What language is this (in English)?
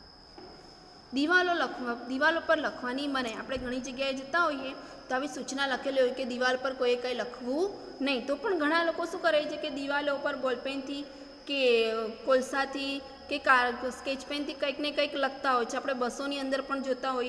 Gujarati